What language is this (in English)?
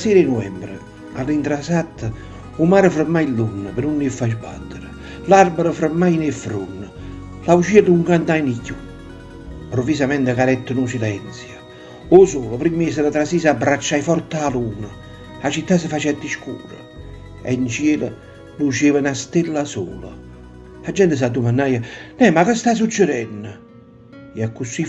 Neapolitan